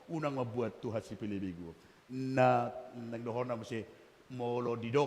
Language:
Batak Toba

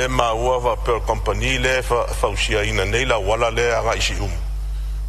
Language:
Samoan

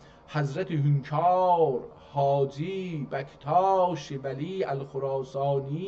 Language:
South Azerbaijani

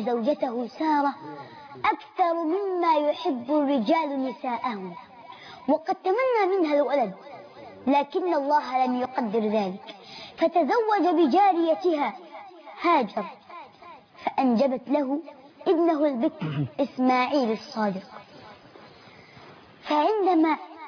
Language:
Arabic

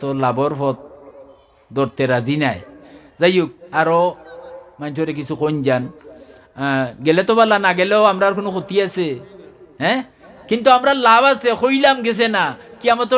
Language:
Sylheti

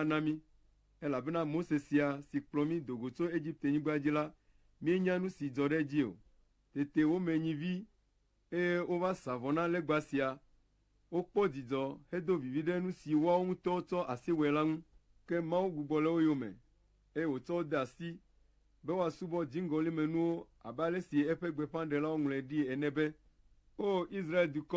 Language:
Ewe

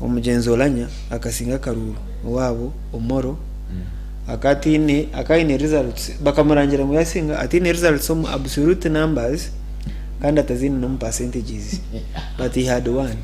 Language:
Nyankole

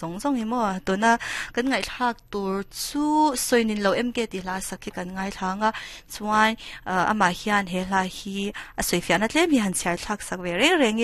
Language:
Mizo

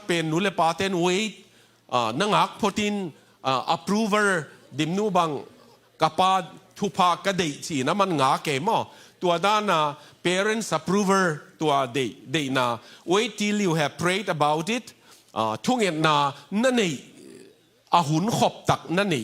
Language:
Tedim Chin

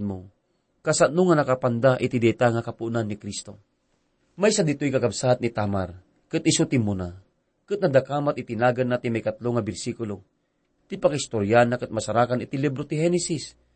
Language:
Iloko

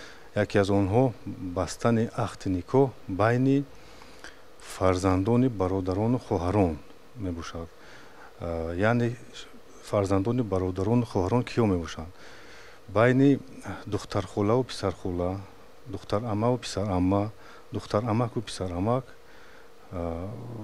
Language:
Tajik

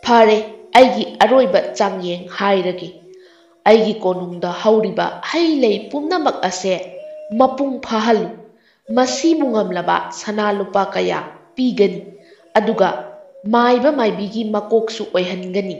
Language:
Manipuri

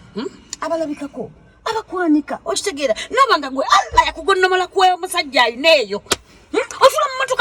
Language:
Ganda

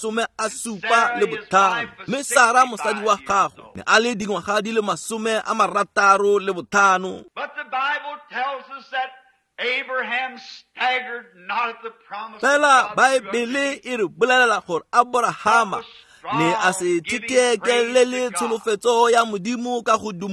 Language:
Tswana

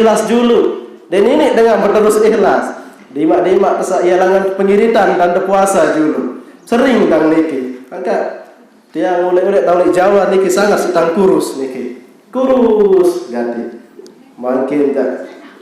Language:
Sasak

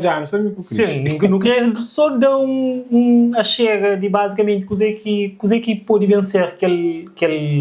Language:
Kabuverdianu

